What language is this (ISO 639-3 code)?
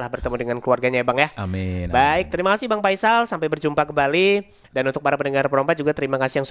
bjn